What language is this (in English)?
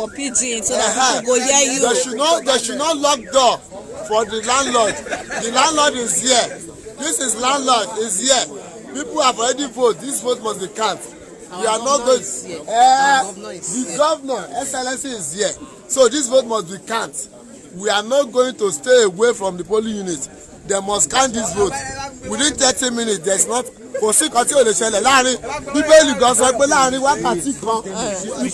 Nigerian Pidgin